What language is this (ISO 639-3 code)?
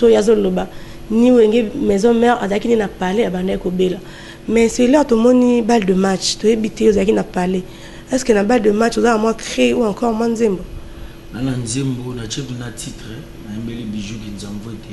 lin